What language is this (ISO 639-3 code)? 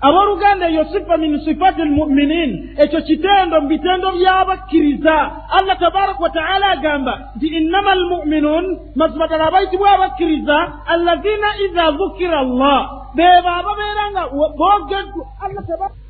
lug